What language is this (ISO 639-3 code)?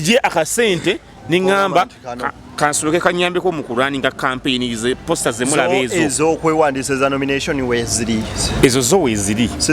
lug